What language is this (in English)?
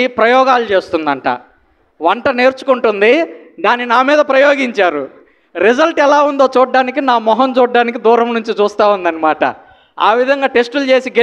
Telugu